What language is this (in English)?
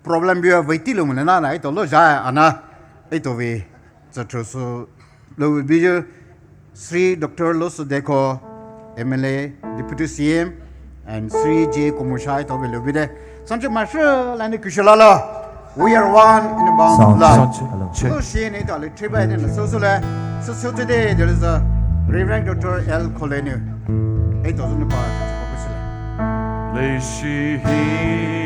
Poumei Naga